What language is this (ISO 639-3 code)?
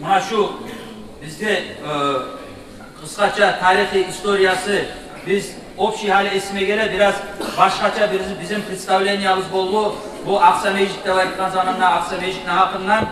kum